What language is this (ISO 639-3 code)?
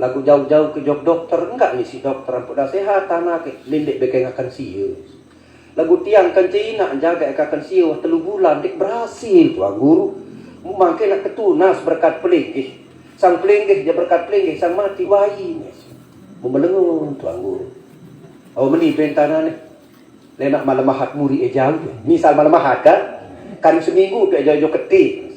sas